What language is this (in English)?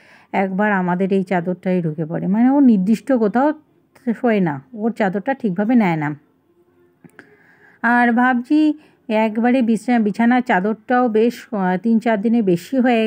Bangla